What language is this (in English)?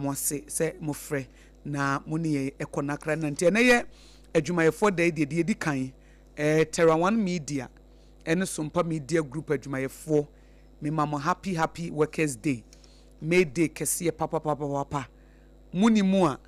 Akan